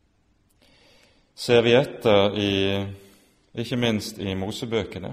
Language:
Norwegian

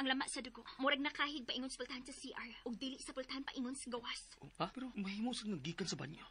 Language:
Cebuano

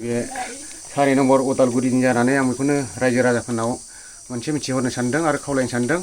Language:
Bodo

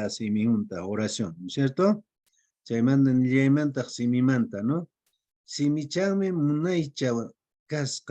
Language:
Quechua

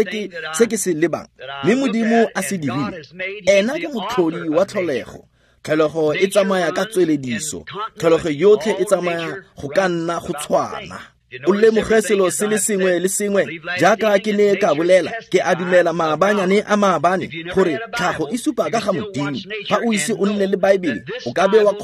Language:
Tswana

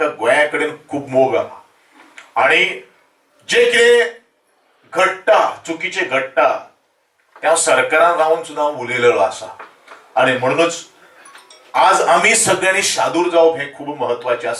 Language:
Konkani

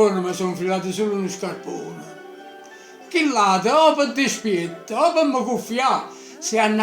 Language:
Neapolitan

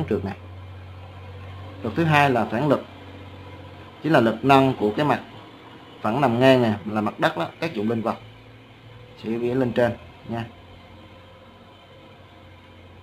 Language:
Vietnamese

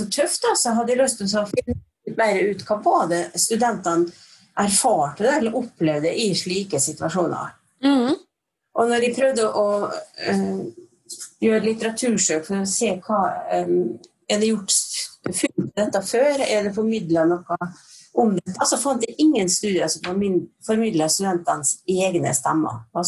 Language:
Norwegian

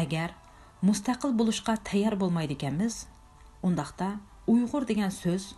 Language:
Uyghur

